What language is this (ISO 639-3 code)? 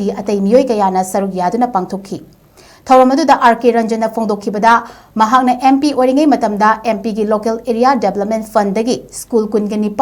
mni